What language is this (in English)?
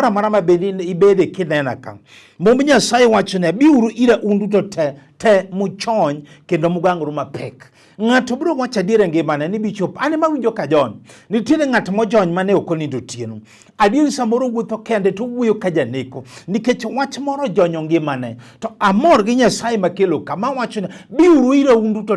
Luo (Kenya and Tanzania)